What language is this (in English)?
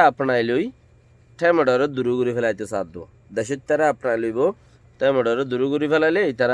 Rohingya